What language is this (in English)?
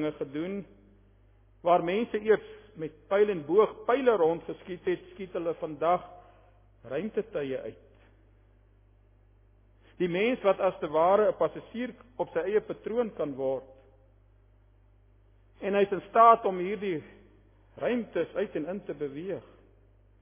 Afrikaans